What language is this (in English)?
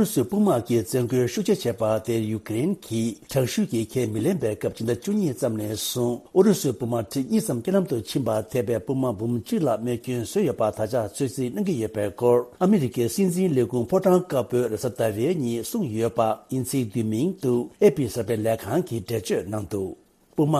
Tibetan